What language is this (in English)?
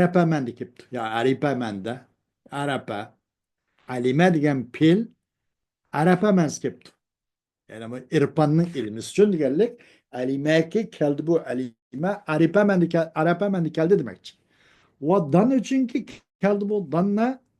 Uyghur